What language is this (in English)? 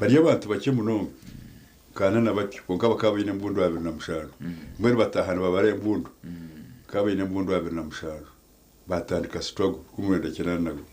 Nyankole